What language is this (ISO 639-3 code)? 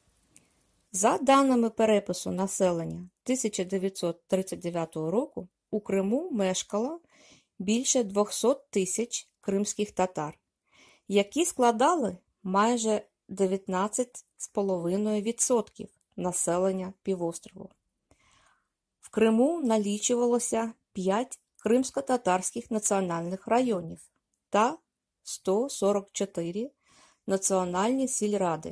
ukr